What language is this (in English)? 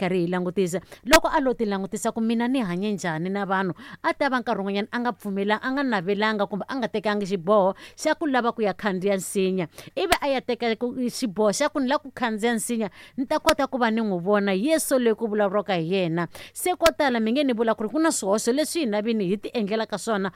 Tsonga